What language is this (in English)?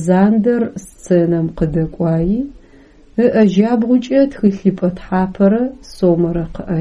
Adyghe